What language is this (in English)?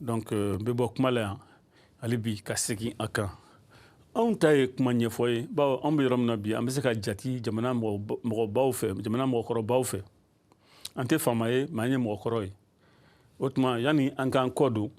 Bambara